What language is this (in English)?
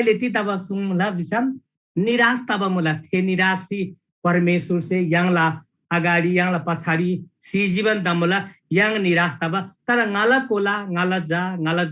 Eastern Tamang